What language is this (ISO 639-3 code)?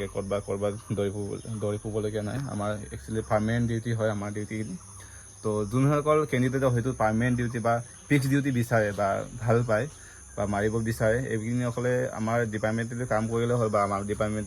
asm